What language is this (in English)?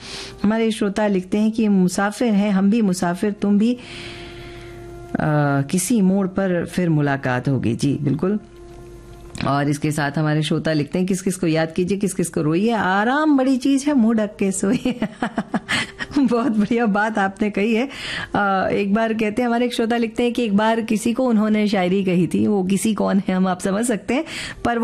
Hindi